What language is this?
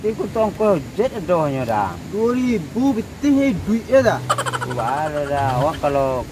Minangkabau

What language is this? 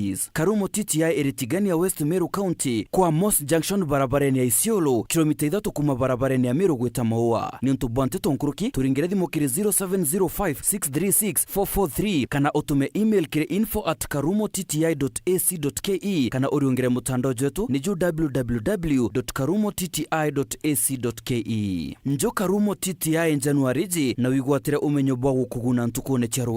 Meru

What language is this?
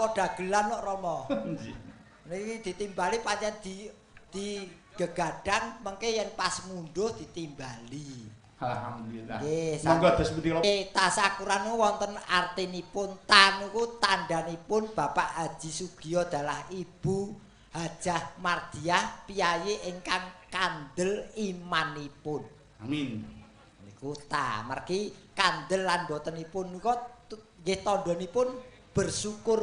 Javanese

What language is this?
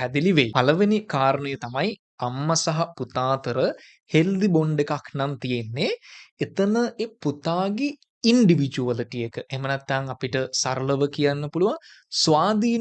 Sinhala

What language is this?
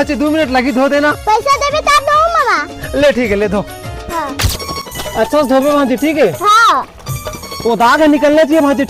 Chhattisgarhi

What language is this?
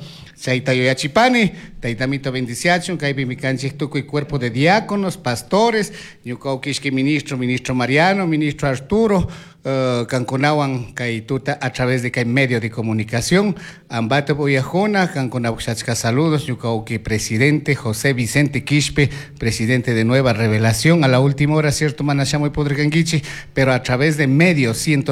Chimborazo Highland Quichua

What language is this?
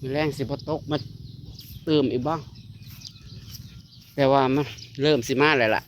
Northeastern Thai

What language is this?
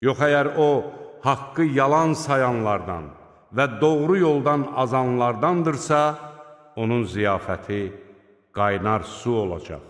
Azerbaijani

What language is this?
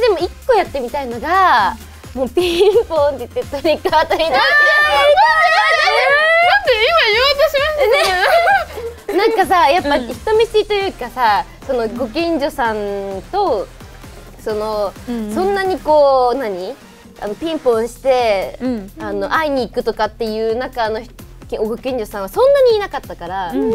Japanese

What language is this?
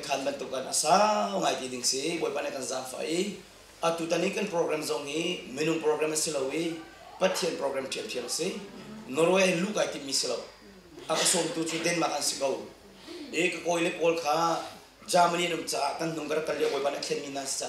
Hakha Chin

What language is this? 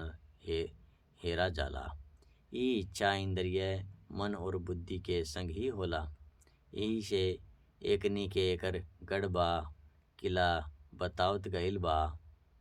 Bhojpuri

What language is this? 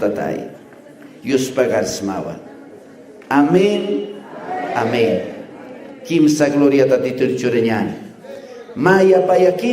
Aymara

